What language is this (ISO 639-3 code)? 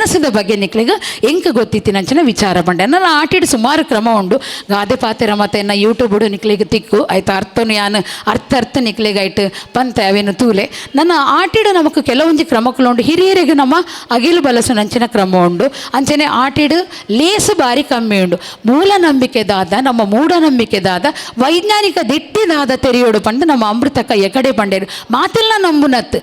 tcy